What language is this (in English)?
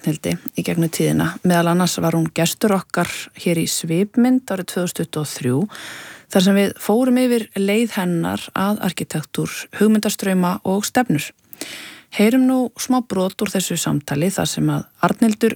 Icelandic